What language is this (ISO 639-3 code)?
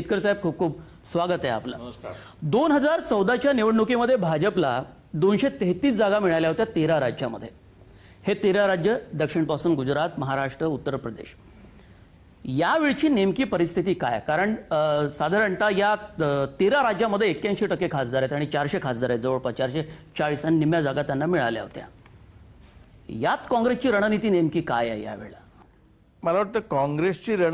mar